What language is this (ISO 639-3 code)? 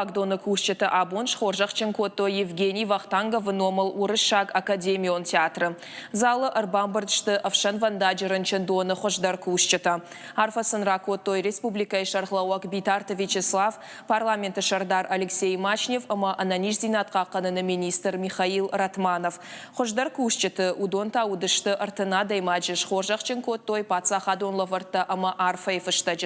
oss